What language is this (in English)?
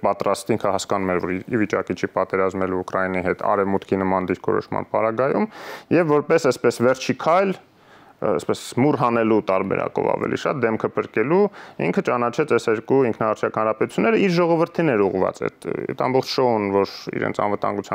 Armenian